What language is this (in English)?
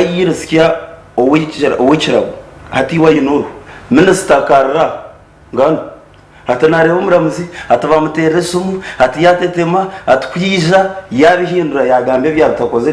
Nyankole